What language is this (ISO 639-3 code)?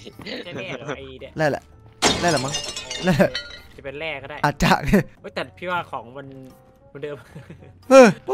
tha